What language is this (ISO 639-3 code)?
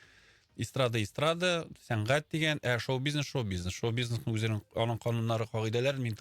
tat